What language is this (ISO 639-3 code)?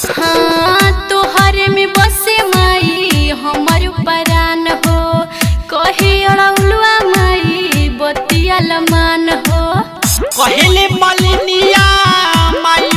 bho